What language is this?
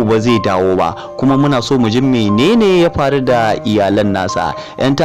Hausa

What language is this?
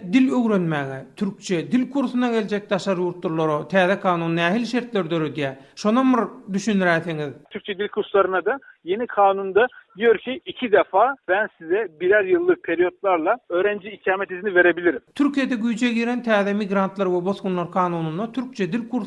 Turkmen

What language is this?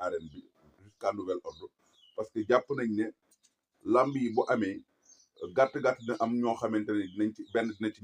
Wolof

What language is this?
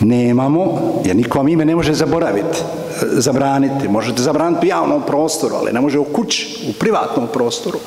Bosnian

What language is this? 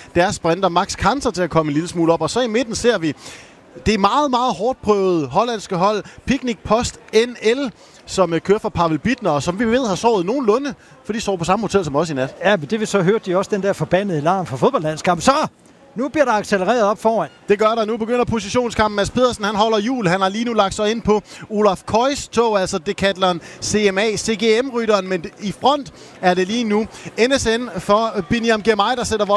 Danish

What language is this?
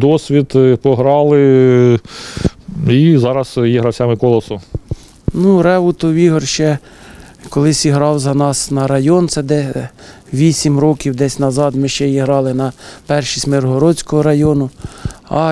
Ukrainian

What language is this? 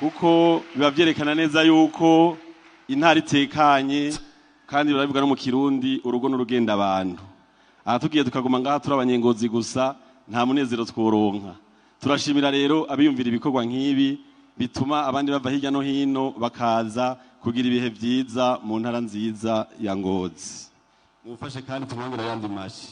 Rundi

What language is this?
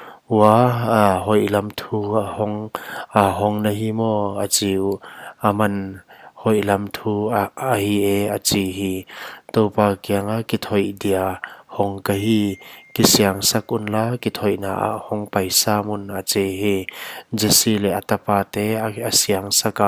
Paite Chin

